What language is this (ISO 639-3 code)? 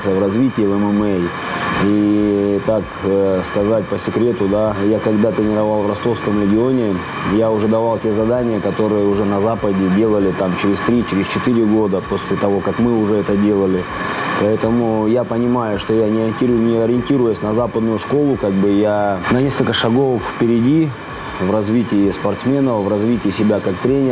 rus